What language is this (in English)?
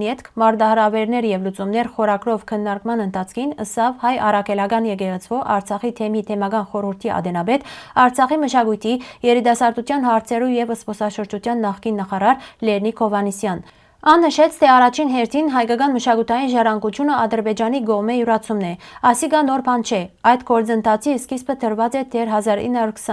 Western Armenian